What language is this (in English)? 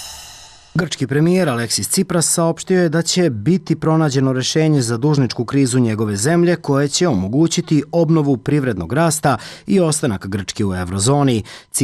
Serbian